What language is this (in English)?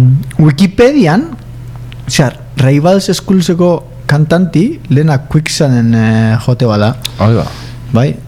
Basque